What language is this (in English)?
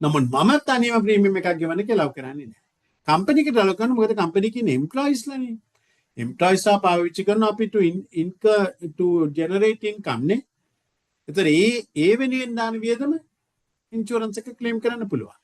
Sinhala